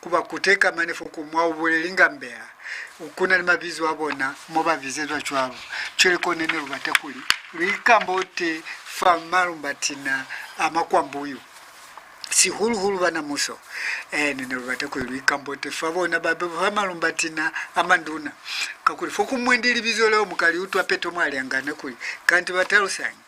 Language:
Lozi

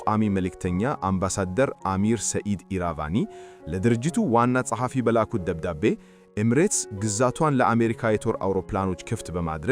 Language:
Amharic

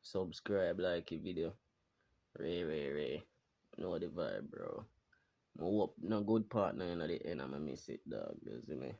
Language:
Jamaican Creole English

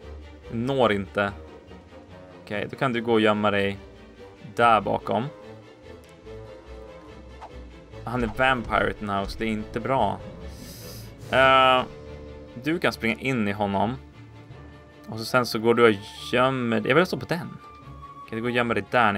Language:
Swedish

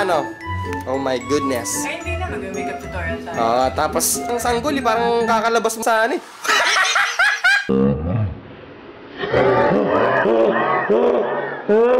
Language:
Filipino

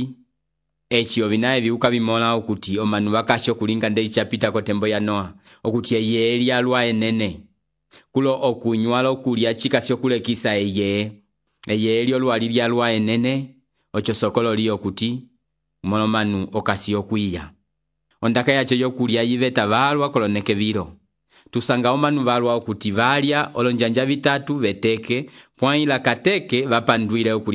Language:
Umbundu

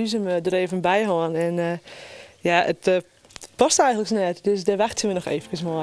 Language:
Western Frisian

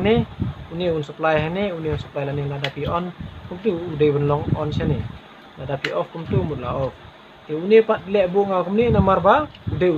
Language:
Khasi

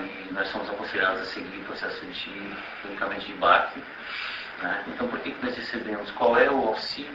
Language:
Portuguese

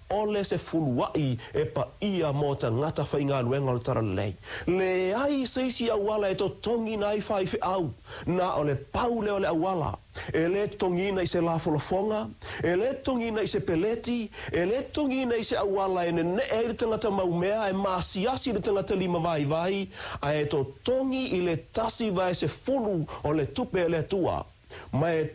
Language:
Samoan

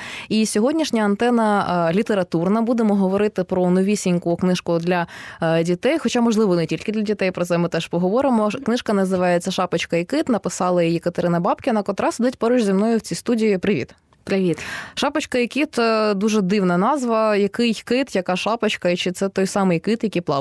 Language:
Ukrainian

